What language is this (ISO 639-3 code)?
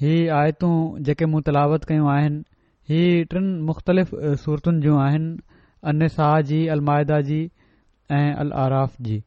snd